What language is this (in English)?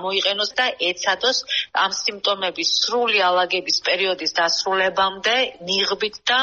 Georgian